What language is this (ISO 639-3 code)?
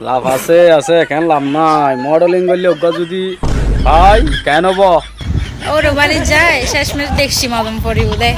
rhg